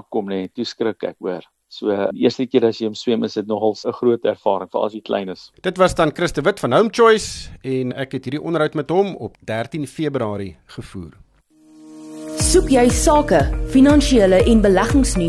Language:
Afrikaans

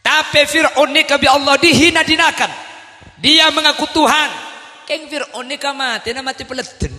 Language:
Madurese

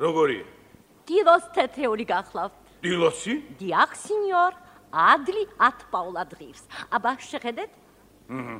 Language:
Georgian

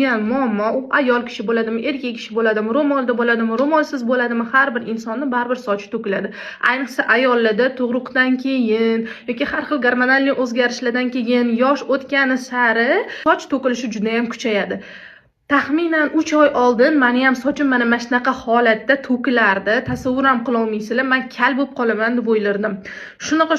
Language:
Uzbek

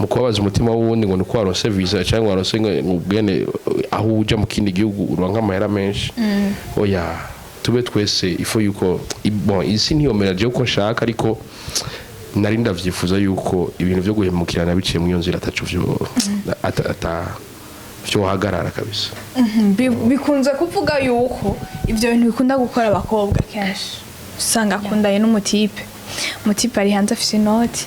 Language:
Rundi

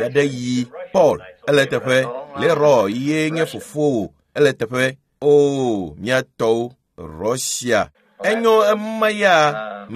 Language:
Ewe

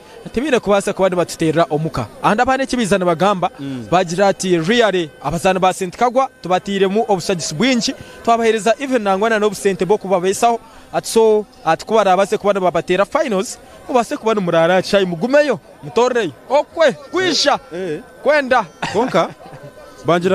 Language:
Nyankole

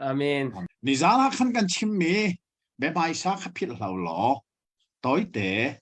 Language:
Hakha Chin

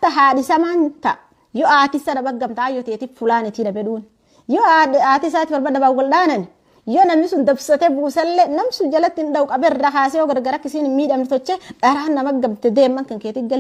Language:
Oromo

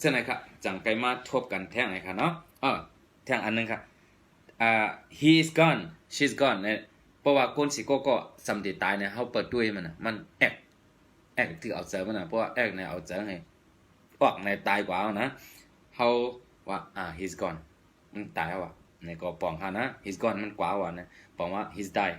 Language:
Shan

